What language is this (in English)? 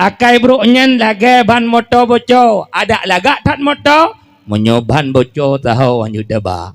Achinese